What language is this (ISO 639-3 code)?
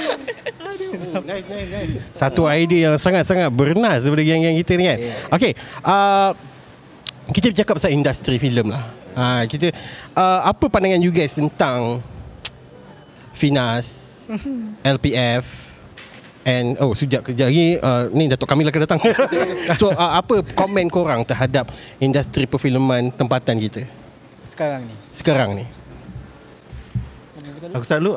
msa